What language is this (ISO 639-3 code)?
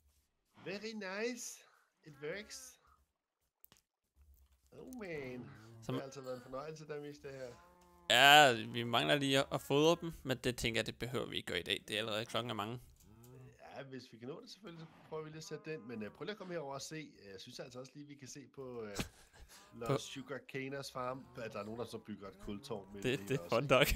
dan